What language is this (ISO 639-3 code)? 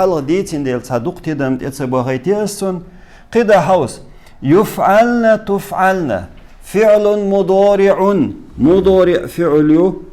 che